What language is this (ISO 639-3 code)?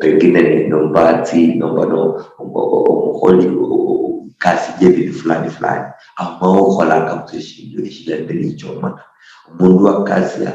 luy